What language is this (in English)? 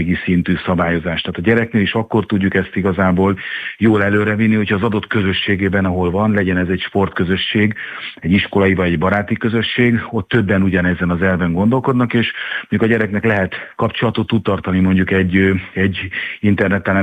Hungarian